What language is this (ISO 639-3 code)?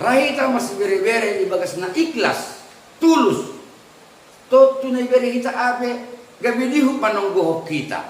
bts